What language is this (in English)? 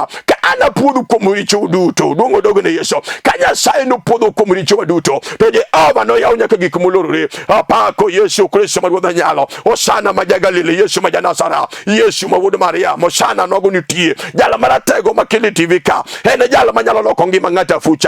Luo (Kenya and Tanzania)